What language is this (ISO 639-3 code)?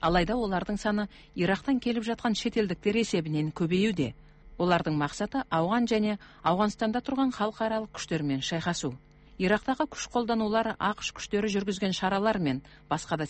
kaz